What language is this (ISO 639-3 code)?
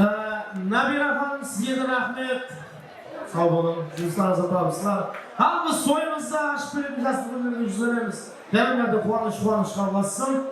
kaa